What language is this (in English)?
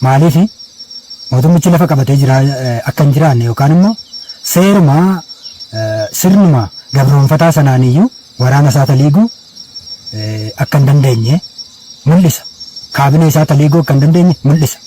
Oromo